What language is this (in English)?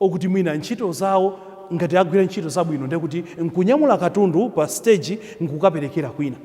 Nyanja